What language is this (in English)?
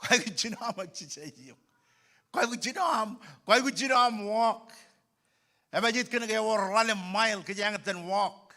Marshallese